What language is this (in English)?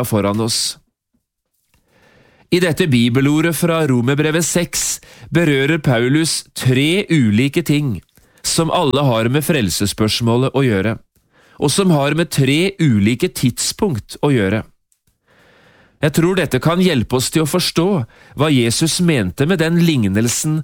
Norwegian